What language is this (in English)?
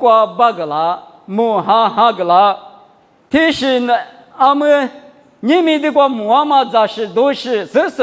Lisu